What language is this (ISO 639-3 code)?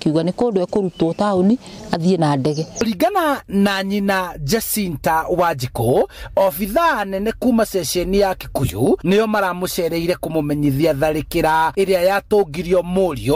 kik